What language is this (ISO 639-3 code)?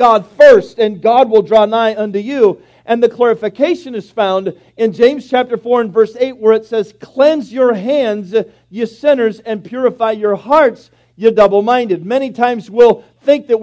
eng